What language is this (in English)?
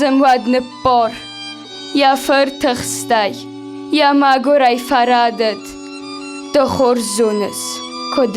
Ossetic